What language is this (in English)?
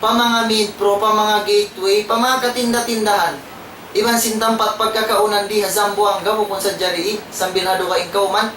Tausug